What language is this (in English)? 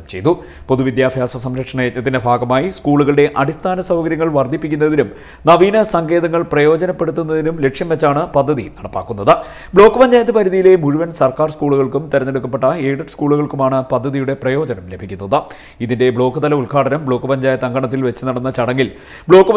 Malayalam